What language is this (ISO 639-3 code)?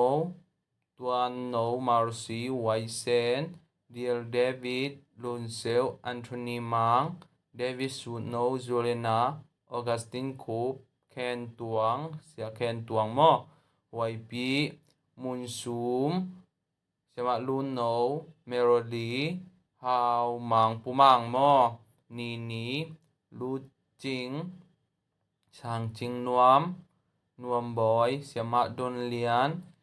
ctd